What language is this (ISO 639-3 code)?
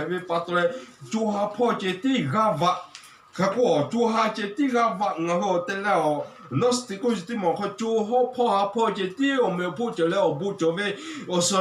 lhu